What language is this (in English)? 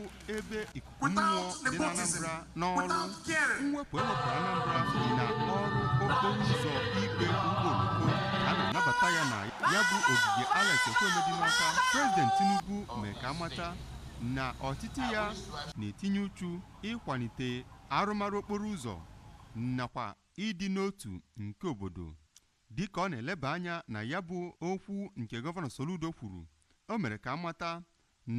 Igbo